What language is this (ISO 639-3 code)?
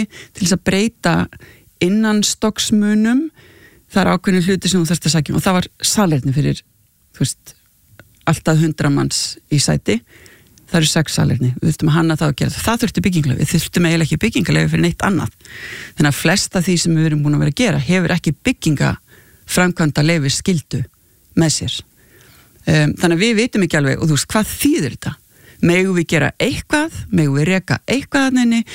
isl